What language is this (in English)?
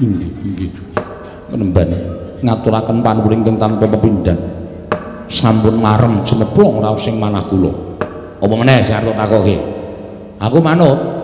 Javanese